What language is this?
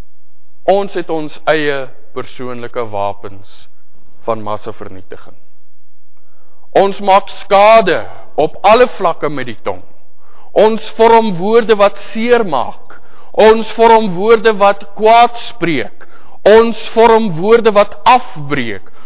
Afrikaans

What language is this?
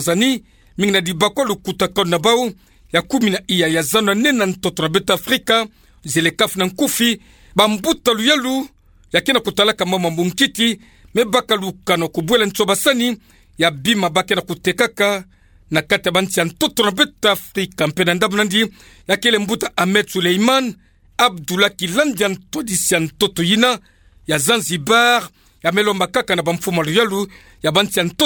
Kituba (Democratic Republic of Congo)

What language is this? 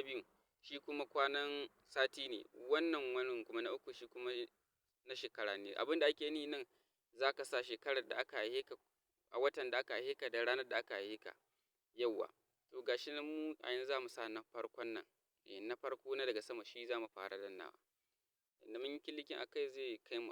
Hausa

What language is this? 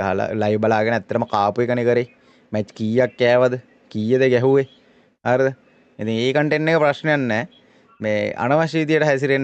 Sinhala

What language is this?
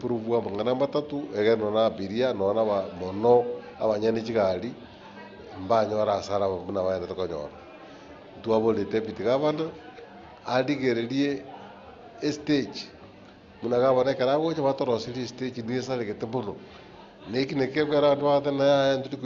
Gusii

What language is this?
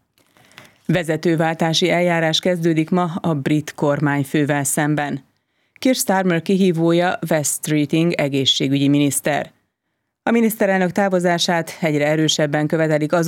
Hungarian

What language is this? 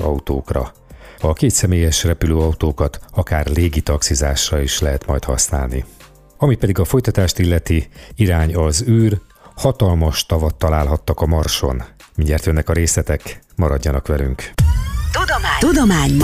Hungarian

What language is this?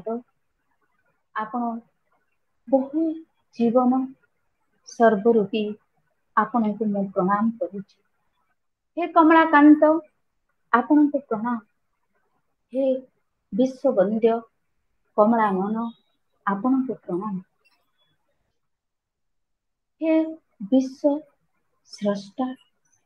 Odia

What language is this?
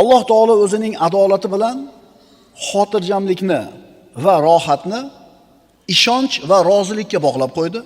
Uzbek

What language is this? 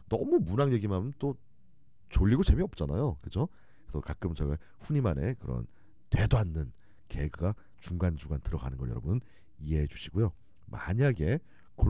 Korean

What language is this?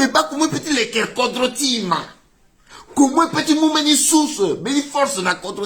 Sango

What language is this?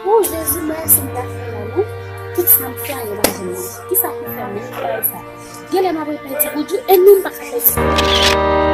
Haitian Creole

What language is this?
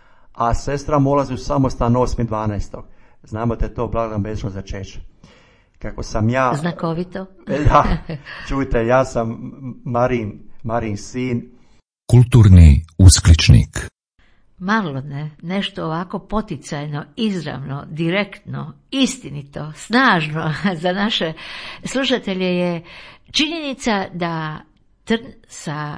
Croatian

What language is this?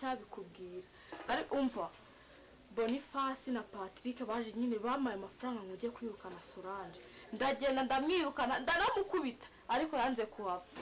Kinyarwanda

